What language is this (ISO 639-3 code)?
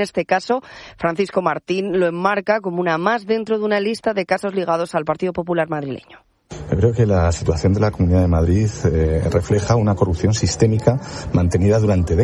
spa